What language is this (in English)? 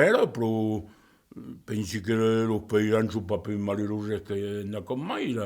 Occitan